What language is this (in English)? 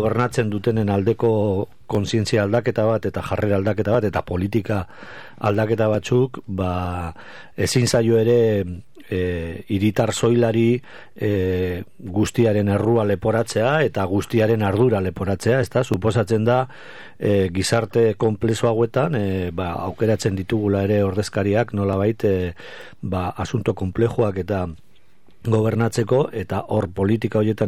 Basque